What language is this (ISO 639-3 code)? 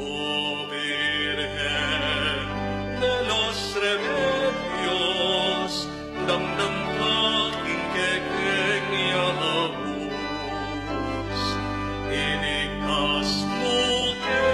pam